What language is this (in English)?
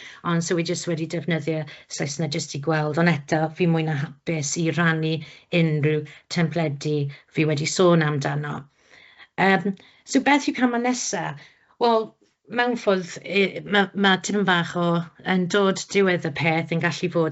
Welsh